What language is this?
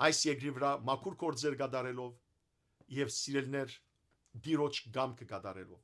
Western Armenian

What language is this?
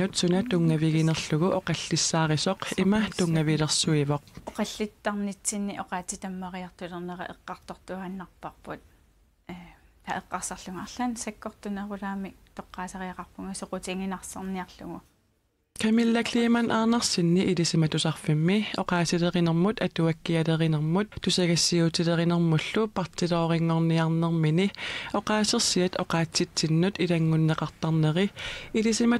Kalaallisut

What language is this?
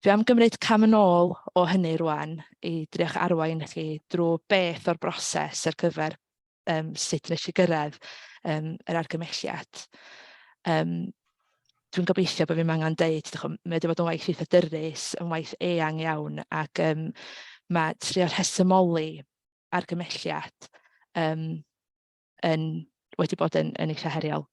Welsh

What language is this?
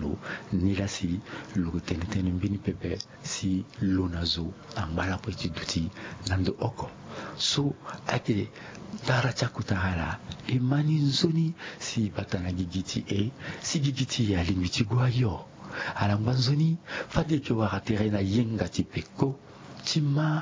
Sango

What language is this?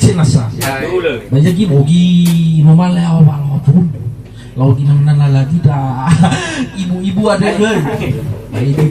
Nias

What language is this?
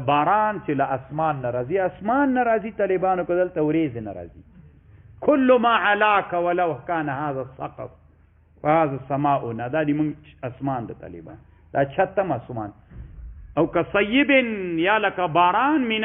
Pashto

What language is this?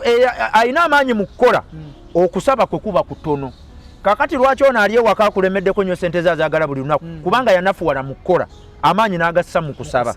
Ganda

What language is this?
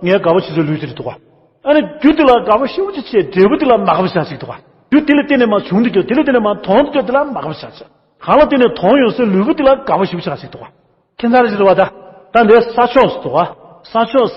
Tibetan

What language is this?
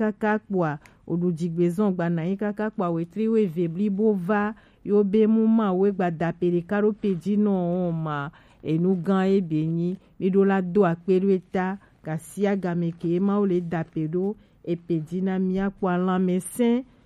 Gen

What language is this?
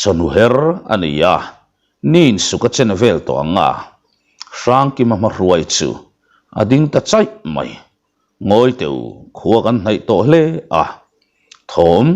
Mizo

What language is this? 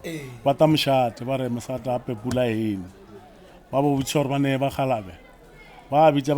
Northern Sotho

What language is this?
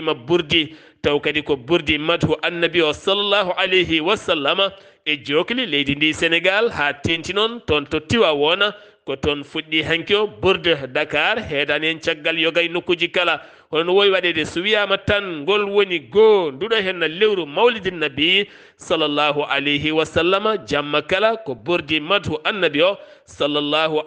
Fula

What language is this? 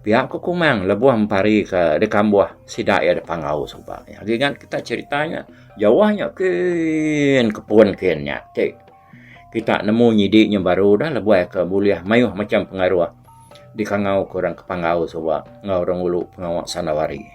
Iban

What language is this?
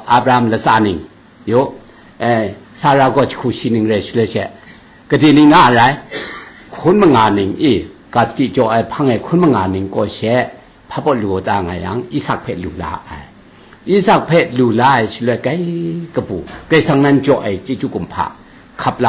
Kachin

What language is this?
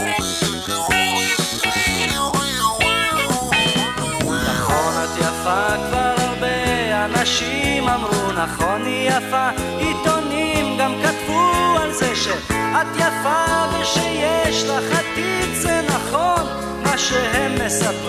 Hebrew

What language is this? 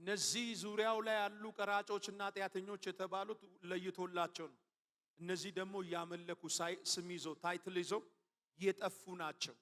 Amharic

